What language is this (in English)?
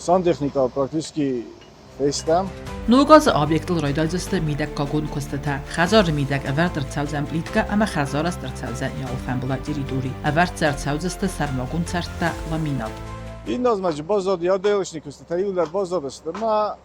Ossetic